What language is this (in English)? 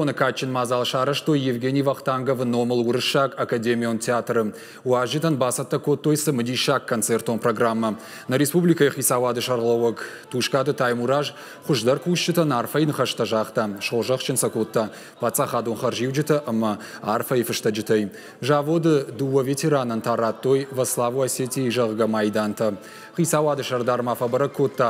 Ossetic